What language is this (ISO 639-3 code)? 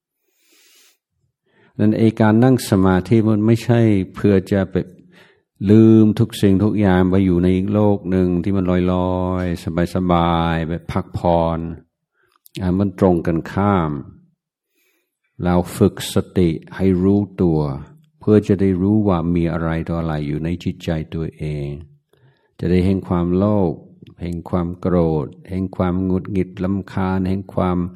tha